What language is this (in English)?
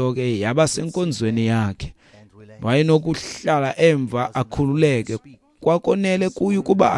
Xhosa